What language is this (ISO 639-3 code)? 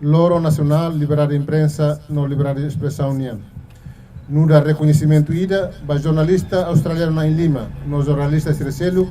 tet